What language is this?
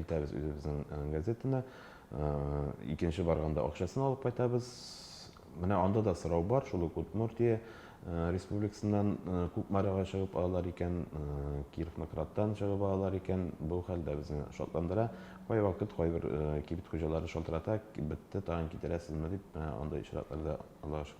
Tatar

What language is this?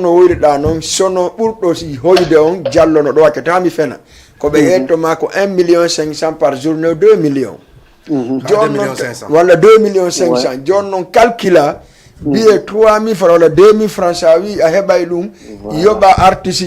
Fula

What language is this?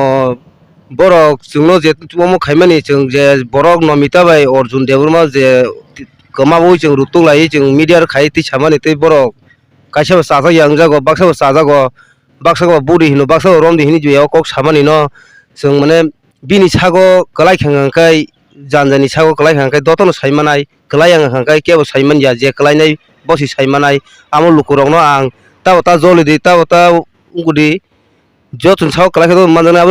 Kok Borok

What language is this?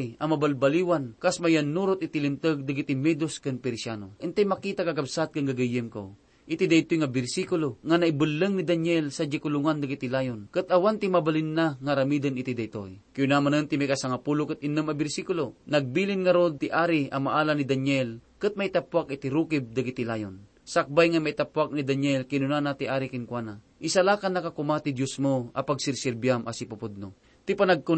Iloko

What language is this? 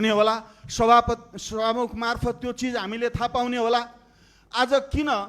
Nepali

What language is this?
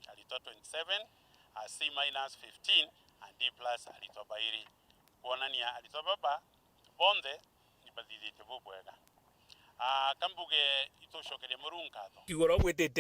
Meru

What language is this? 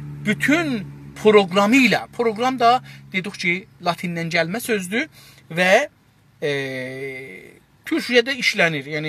South Azerbaijani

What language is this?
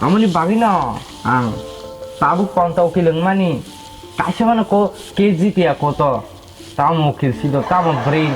Kok Borok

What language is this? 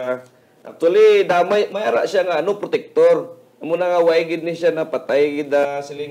Hiligaynon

